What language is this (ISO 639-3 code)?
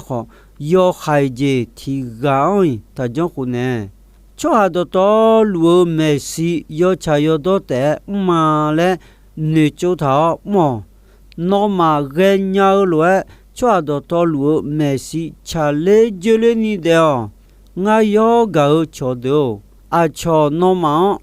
ahk